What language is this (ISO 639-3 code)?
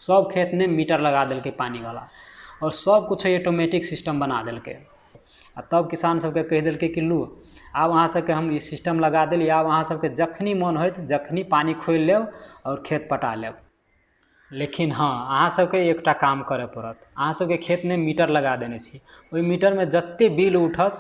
mai